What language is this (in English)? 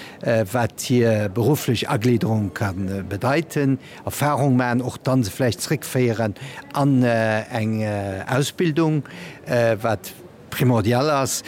Luxembourgish